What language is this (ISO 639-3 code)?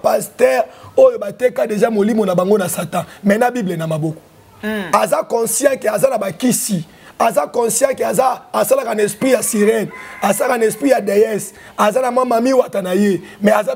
lin